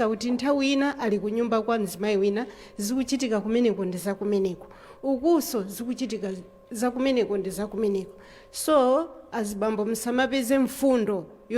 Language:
Nyanja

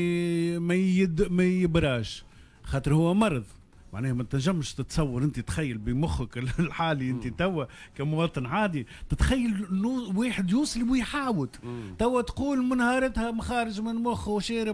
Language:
Tunisian Arabic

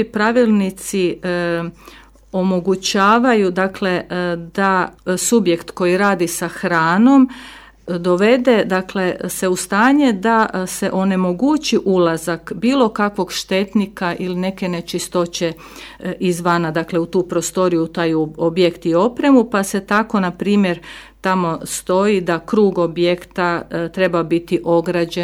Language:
Croatian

